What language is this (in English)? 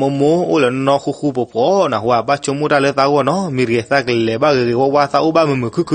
S'gaw Karen